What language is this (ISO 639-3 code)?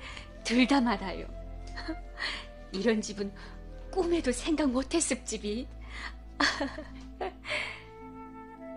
kor